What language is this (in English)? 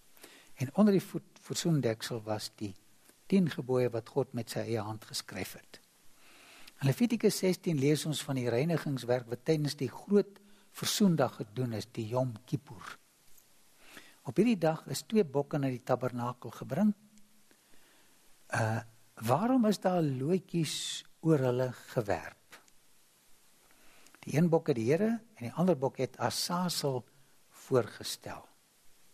Afrikaans